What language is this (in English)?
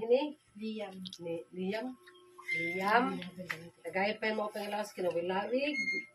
Waray